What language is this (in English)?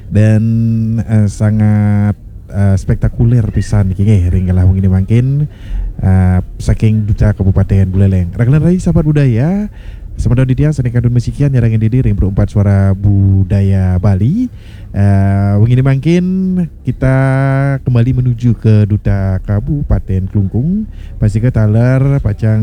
Balinese